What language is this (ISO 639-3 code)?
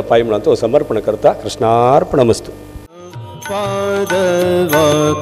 kok